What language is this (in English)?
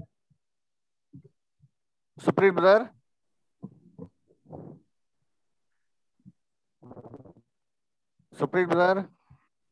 Kannada